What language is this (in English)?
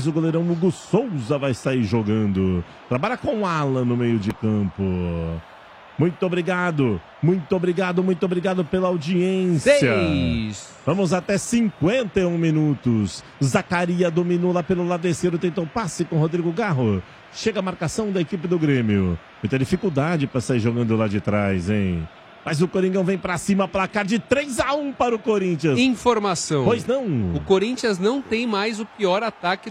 Portuguese